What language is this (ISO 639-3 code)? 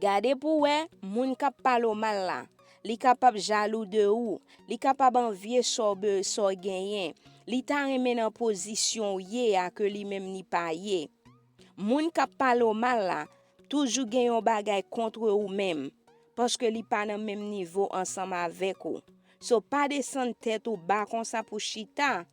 hat